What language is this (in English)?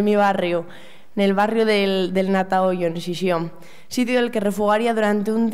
Asturian